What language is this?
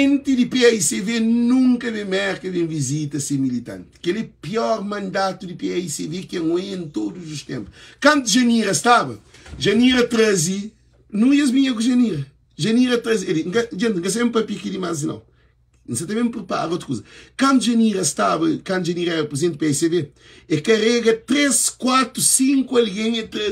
Kabuverdianu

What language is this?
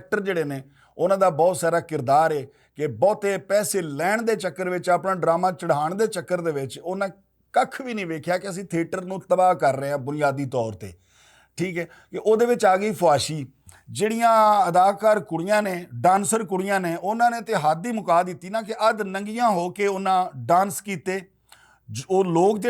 Western Panjabi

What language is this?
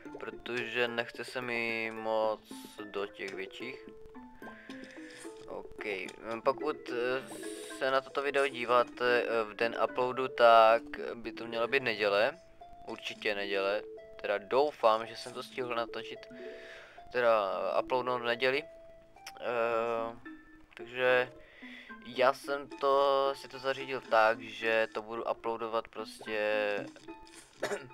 Czech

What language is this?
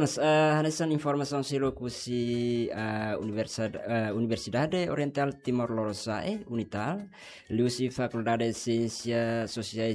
Tetum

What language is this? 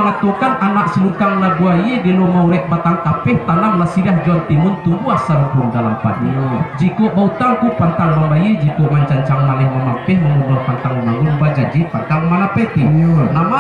Minangkabau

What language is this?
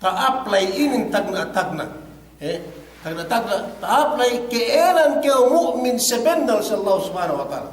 Yakan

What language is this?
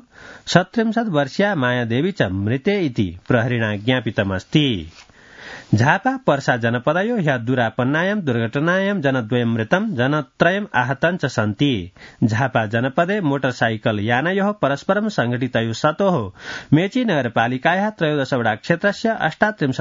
Sanskrit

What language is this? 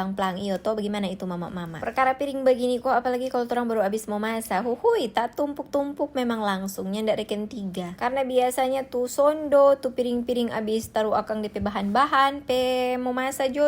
Manado Malay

